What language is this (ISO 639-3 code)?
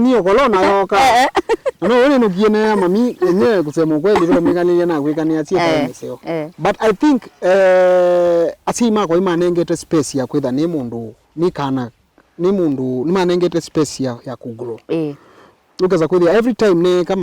kam